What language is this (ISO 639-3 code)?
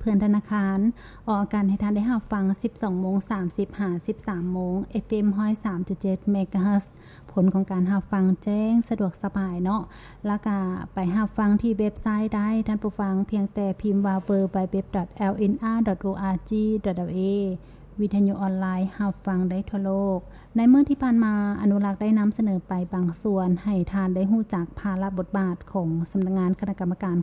lao